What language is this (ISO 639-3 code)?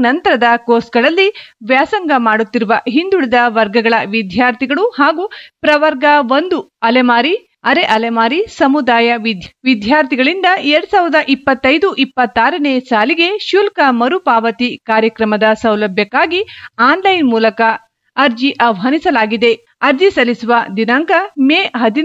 kan